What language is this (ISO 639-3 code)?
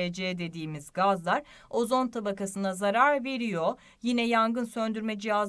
tur